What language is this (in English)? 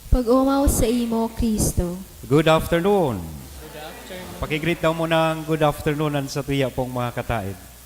Bikol